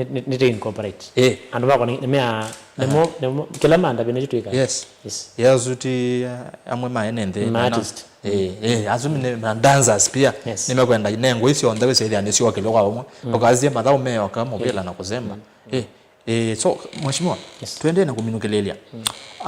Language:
Kamba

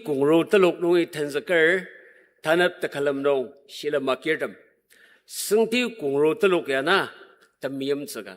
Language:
Ao Naga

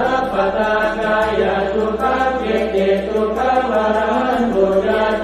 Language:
Pali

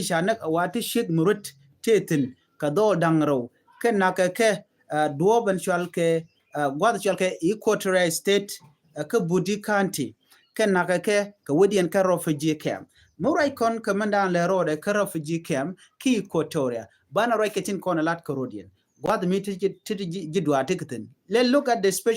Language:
Nuer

